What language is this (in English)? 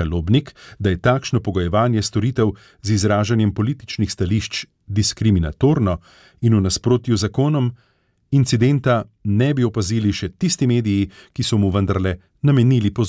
Slovenian